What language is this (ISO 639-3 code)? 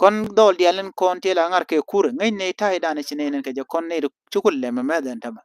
nus